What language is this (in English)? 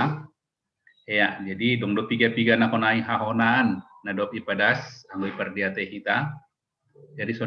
Batak Simalungun